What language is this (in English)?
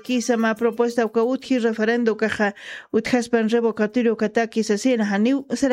Aymara